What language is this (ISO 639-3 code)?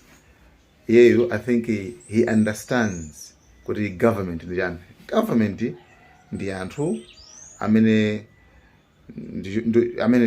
nya